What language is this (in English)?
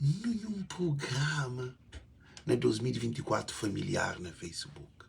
Kabuverdianu